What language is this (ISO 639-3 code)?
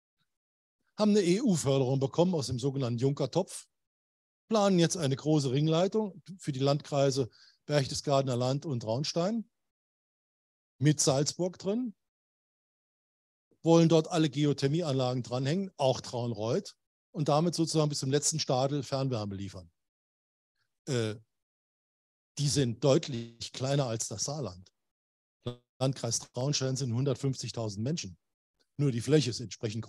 deu